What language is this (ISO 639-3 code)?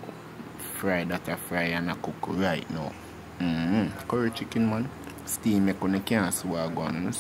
jam